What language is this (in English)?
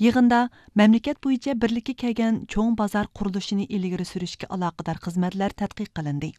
Uyghur